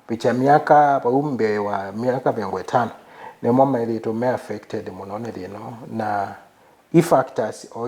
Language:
Kamba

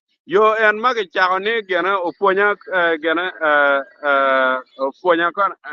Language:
Acoli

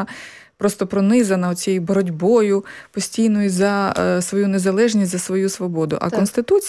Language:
Ukrainian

